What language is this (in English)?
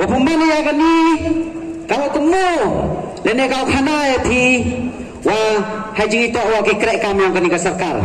Pnar